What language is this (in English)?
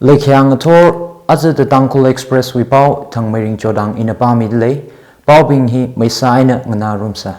Tangkhul Naga (India)